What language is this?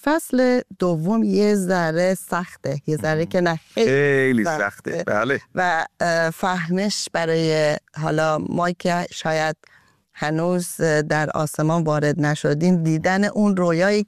Persian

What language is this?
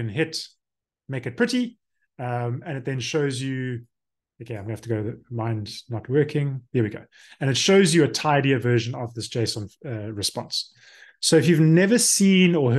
English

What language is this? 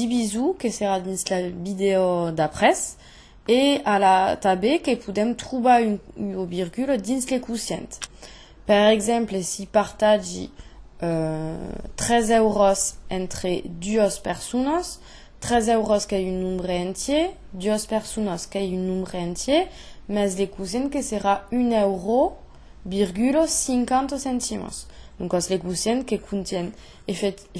Occitan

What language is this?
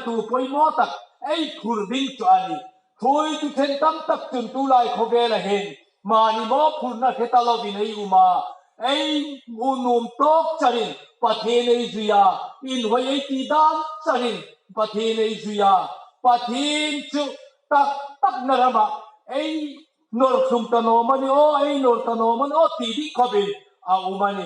Hmar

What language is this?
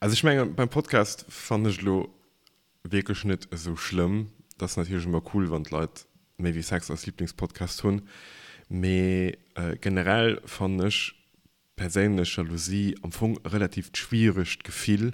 Luxembourgish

